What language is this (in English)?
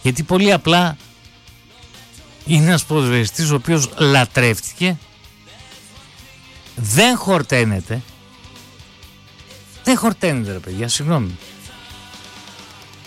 Greek